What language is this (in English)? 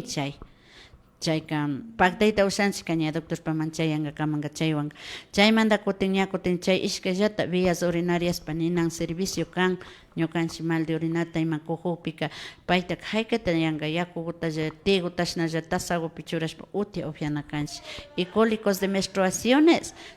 Imbabura Highland Quichua